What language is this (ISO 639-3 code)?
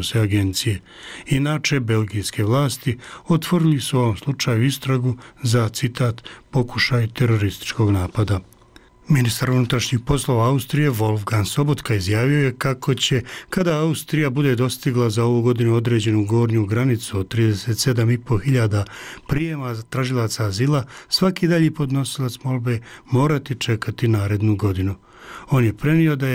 bos